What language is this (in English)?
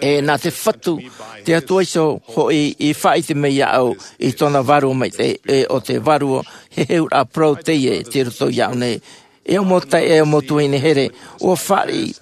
Tahitian